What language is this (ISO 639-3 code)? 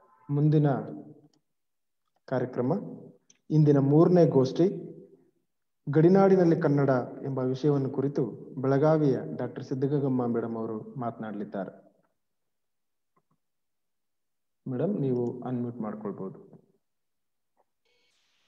kan